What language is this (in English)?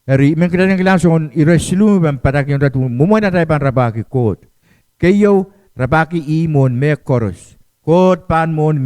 Pohnpeian